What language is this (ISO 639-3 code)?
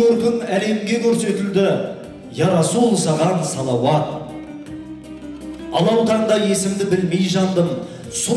kaz